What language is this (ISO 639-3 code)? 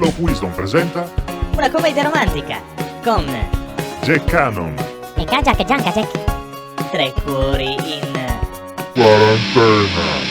srd